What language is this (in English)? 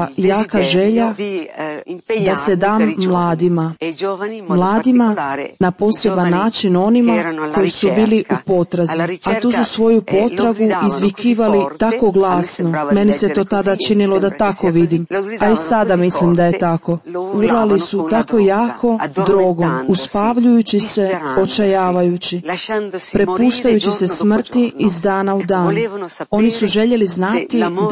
Croatian